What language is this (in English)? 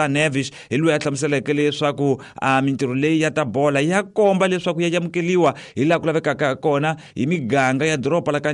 Tsonga